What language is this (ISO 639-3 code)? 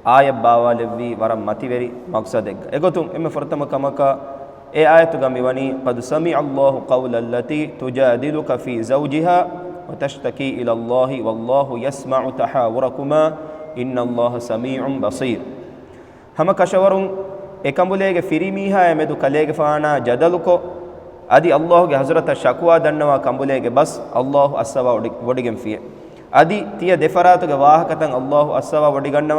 div